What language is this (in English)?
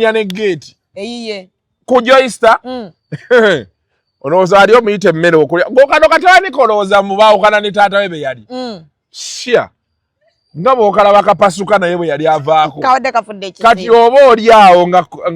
Ganda